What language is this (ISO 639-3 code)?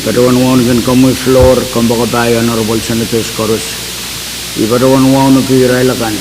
pon